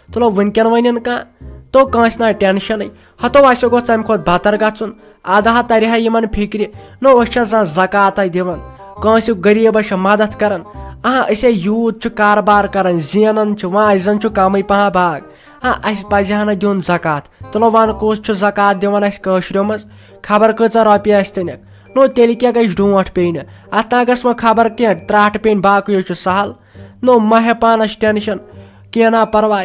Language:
Kashmiri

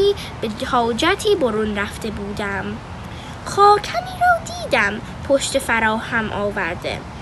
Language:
Persian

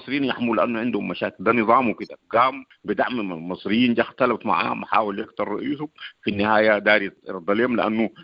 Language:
Sudanese Arabic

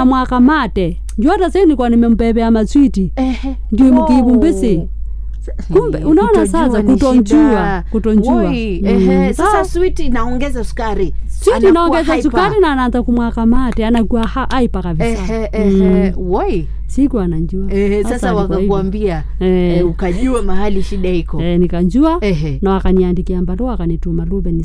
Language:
Swahili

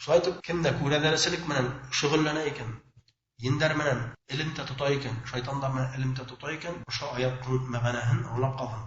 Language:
Bashkir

